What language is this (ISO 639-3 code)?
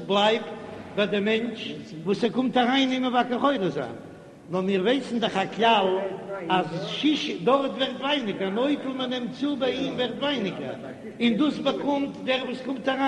yid